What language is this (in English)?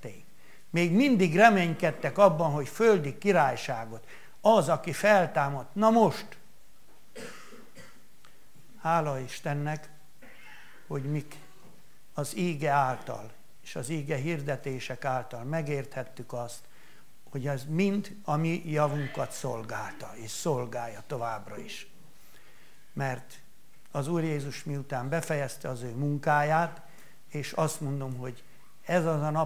Hungarian